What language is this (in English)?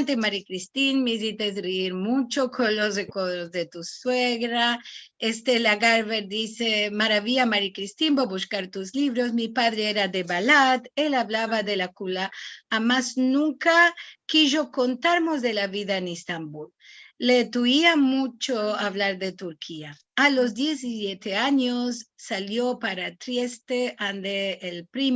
Ladino